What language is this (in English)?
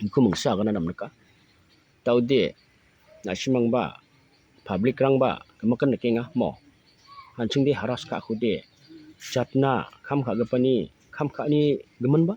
Garo